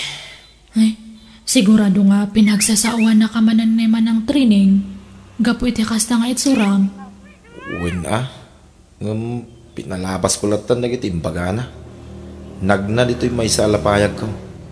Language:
Iloko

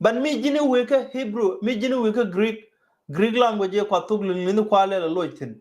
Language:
Nuer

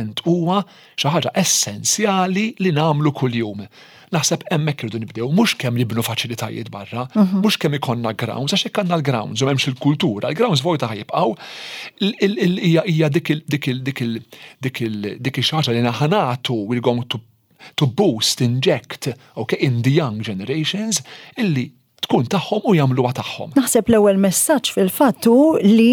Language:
Maltese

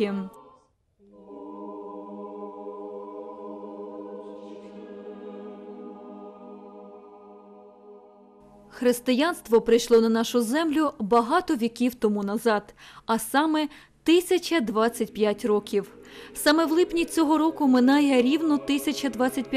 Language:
Ukrainian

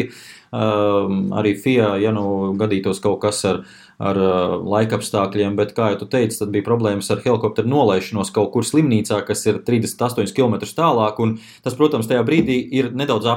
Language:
Latvian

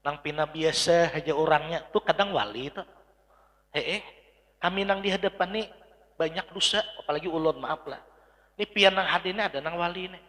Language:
Banjar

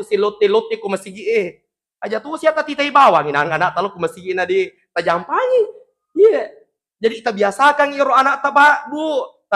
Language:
Buginese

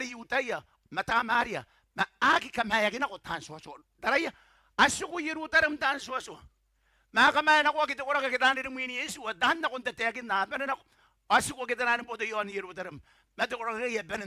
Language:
Gilbertese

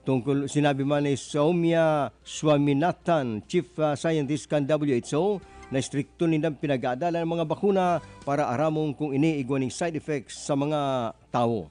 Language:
Bikol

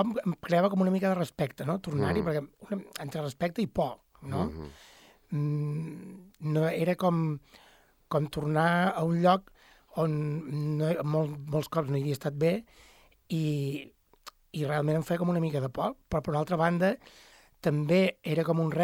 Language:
Catalan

